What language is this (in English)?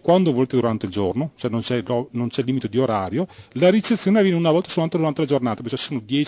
Italian